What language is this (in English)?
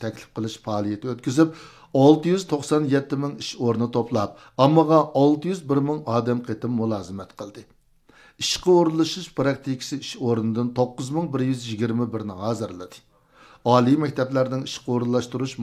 Uyghur